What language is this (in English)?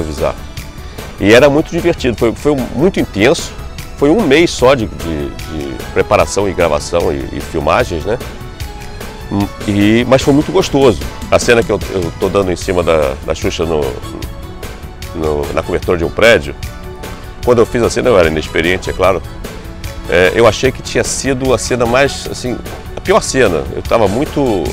Portuguese